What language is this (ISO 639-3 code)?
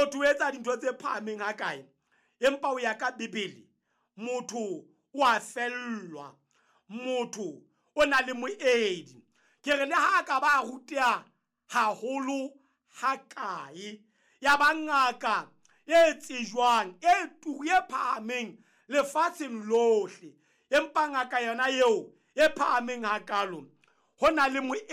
sot